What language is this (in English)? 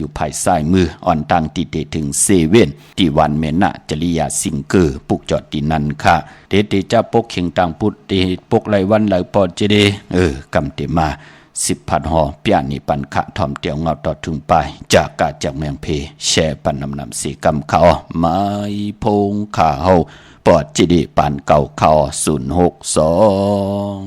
Shan